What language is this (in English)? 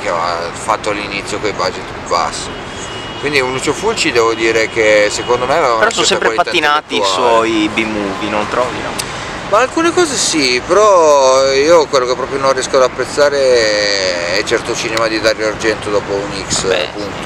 Italian